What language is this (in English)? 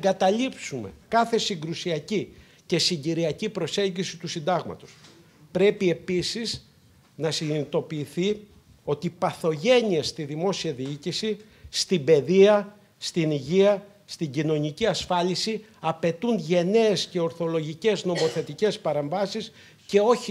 Greek